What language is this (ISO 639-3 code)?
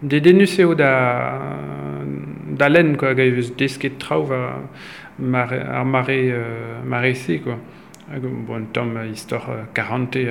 bre